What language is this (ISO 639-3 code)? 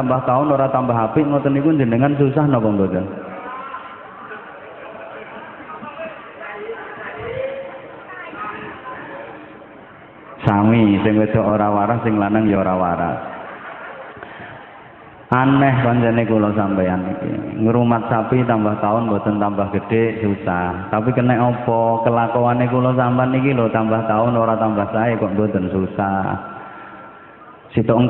jav